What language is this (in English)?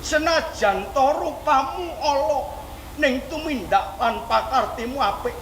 Javanese